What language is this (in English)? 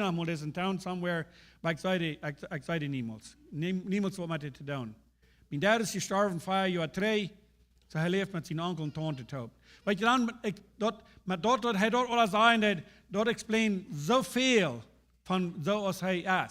Plautdietsch